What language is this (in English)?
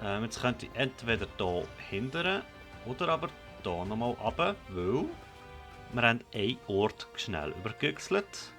Swiss German